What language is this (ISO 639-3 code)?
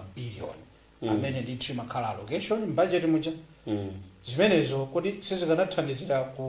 nya